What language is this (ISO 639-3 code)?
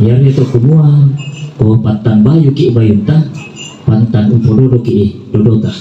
sda